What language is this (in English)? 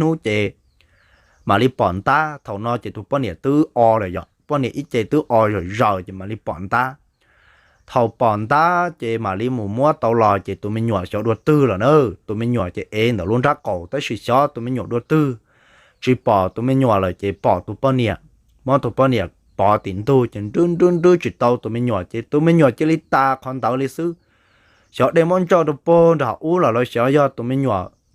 Hmong